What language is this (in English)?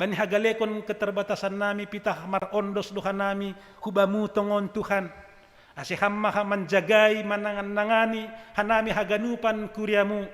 Batak Simalungun